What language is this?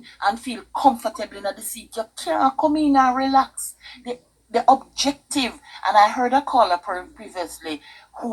Jamaican Creole English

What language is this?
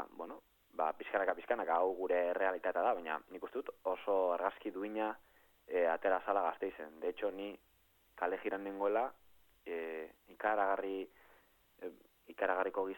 Basque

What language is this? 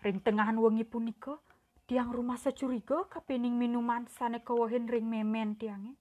Balinese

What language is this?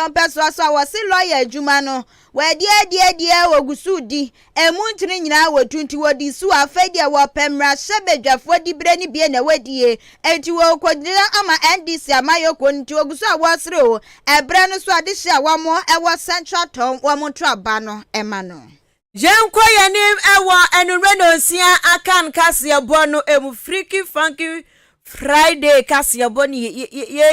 Akan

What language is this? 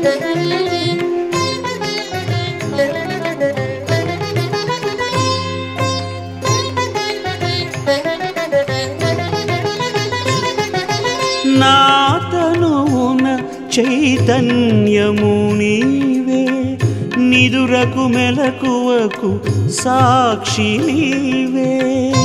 Telugu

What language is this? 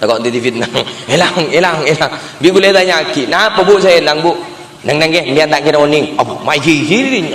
Madurese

